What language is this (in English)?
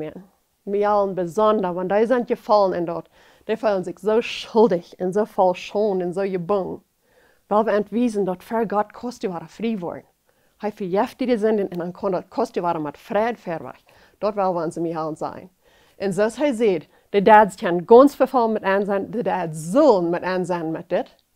Plautdietsch